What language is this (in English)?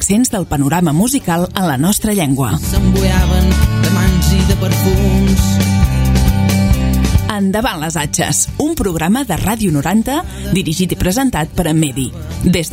Catalan